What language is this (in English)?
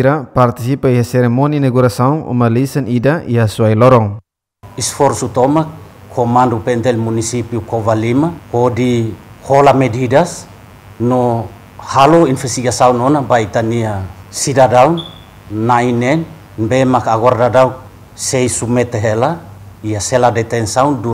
Tetum